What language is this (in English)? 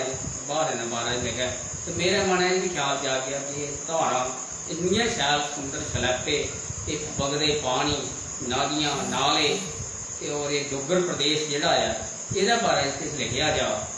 Dogri